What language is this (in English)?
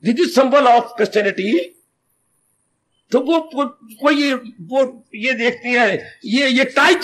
Hindi